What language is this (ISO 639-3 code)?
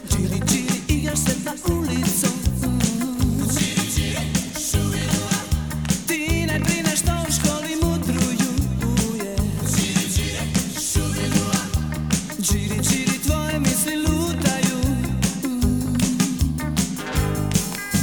hrv